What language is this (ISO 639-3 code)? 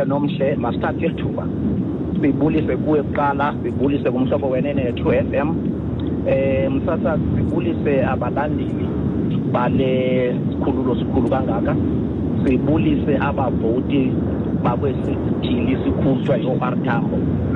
xho